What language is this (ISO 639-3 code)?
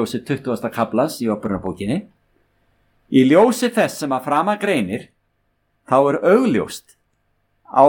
isl